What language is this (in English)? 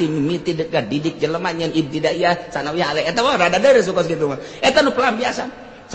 Sundanese